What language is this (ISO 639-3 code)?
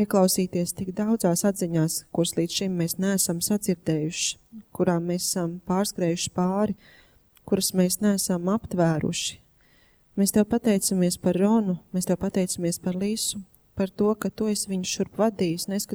lav